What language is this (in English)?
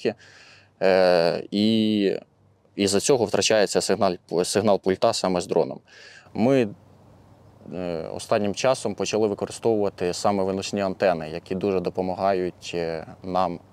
Ukrainian